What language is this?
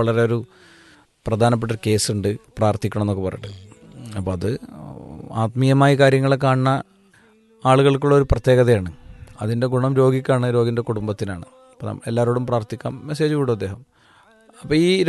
Malayalam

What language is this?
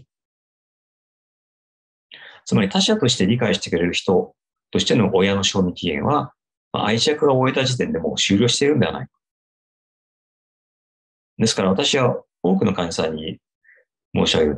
Japanese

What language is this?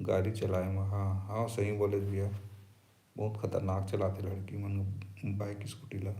Chhattisgarhi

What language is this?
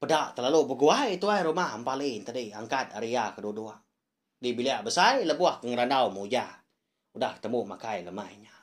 Iban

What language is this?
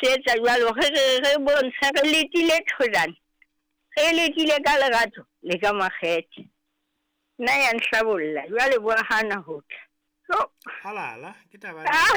Southern Sotho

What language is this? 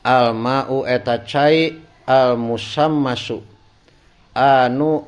Sundanese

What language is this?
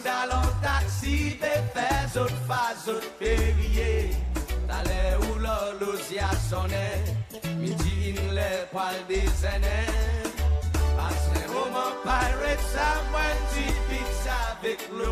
Seselwa Creole French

